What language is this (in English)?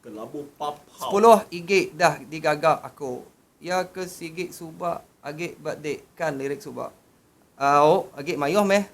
Iban